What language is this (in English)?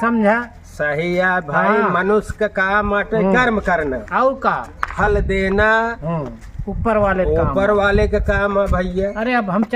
Awadhi